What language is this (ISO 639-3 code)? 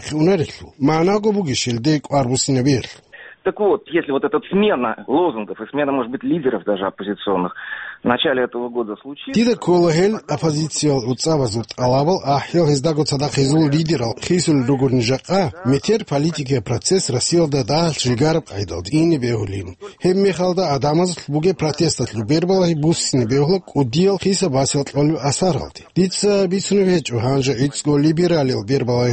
ava